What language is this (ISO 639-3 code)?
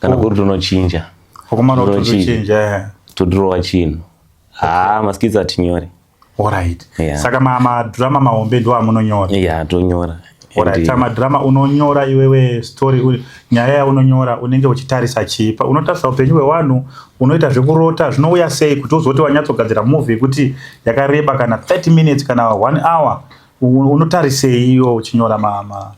sna